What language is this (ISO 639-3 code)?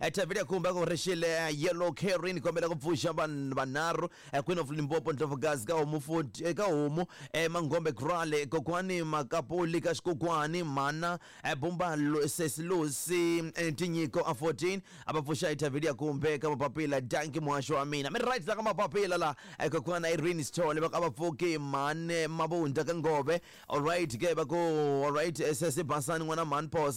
tso